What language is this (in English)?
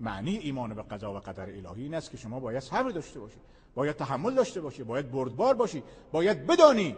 Persian